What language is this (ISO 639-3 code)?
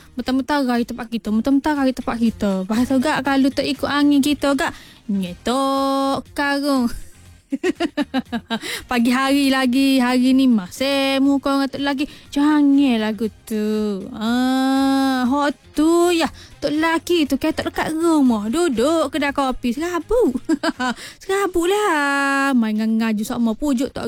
msa